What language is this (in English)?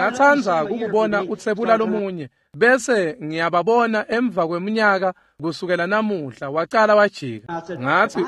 Swati